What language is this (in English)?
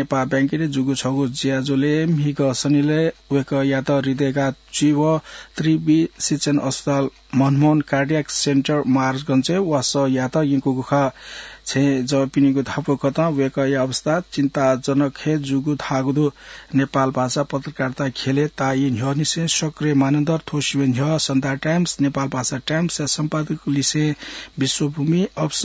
Newari